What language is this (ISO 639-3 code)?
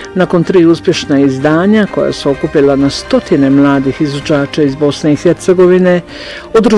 bos